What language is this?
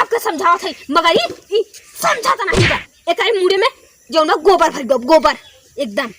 Awadhi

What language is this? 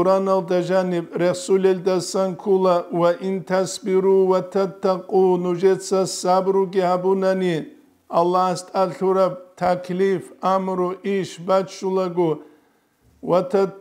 Avaric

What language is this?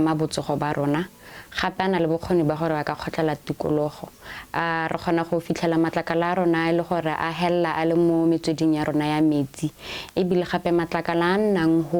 Tswana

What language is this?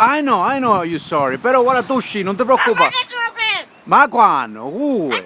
Sicilian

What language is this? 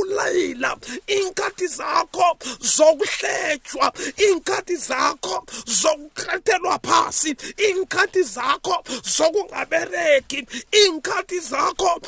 South Ndebele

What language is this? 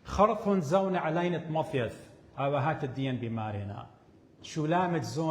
Assyrian Neo-Aramaic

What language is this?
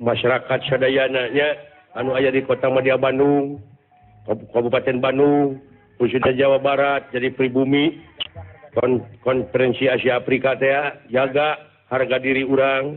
Sundanese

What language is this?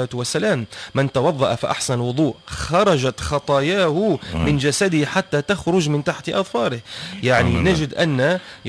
Tunisian Arabic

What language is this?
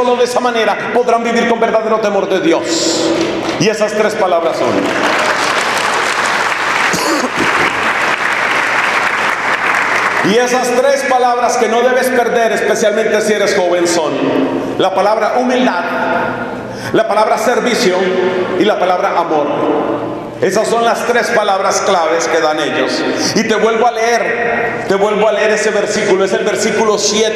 Spanish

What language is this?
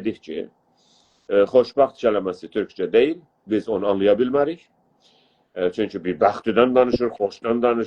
South Azerbaijani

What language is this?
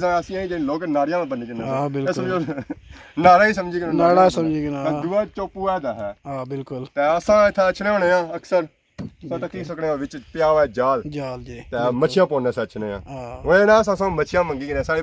Pahari-Potwari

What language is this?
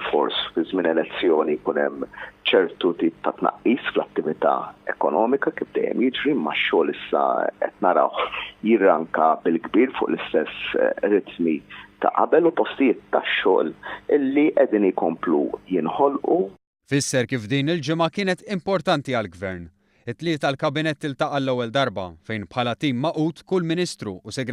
Maltese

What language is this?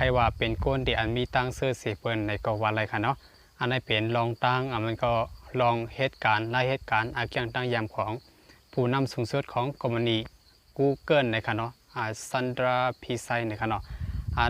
Shan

